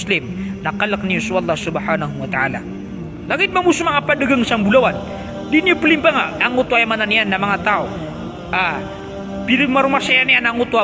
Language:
Maranao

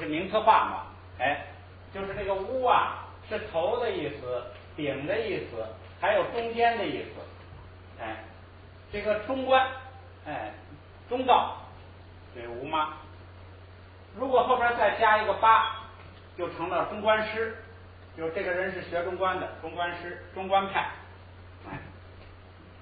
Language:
Chinese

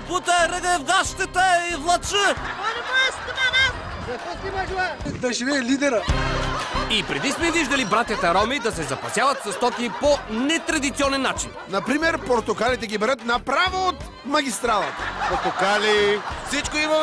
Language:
Bulgarian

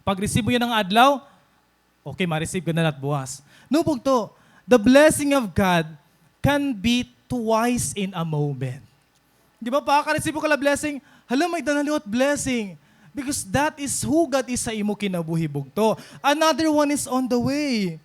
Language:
Waray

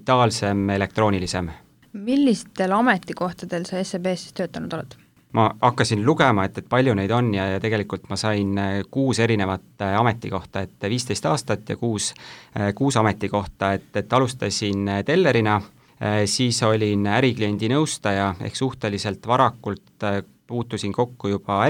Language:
Estonian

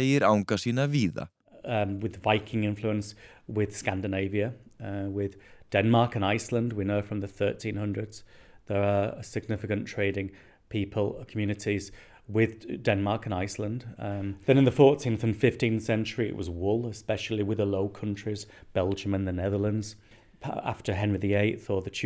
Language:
Icelandic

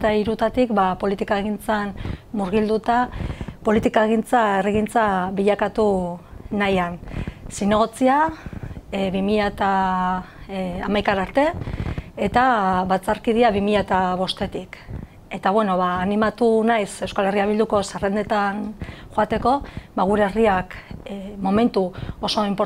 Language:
Basque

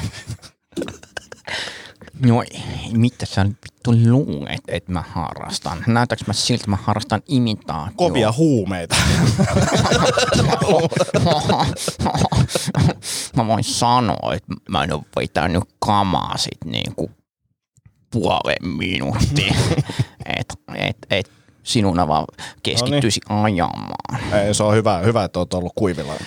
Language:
Finnish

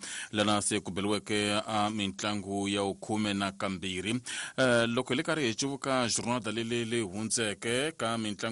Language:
Tsonga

